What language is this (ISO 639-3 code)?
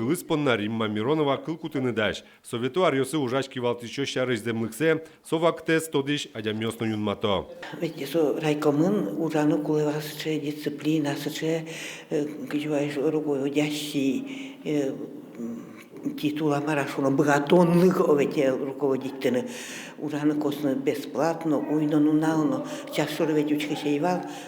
udm